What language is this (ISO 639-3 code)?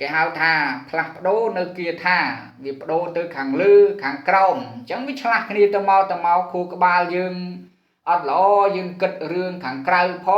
khm